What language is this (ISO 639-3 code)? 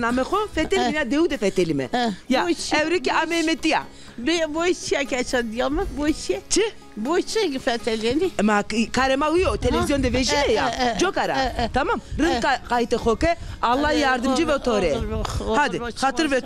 zza